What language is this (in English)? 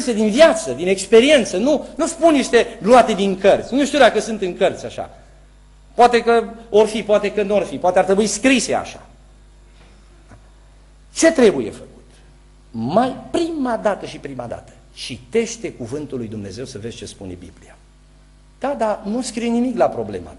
Romanian